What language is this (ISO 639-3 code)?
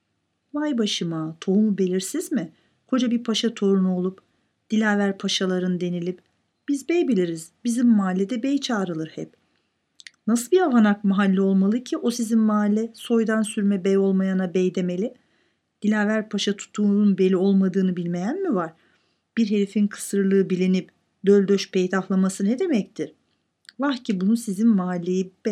tur